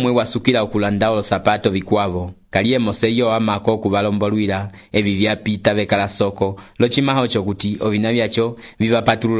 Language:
Umbundu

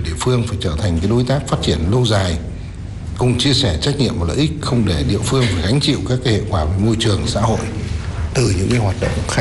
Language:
Vietnamese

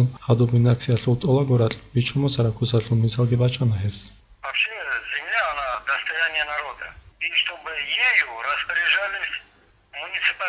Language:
Avaric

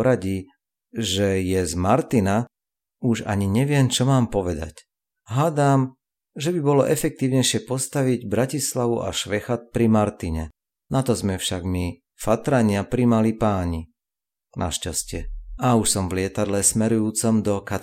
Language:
Slovak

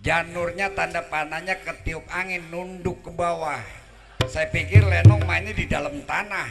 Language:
Betawi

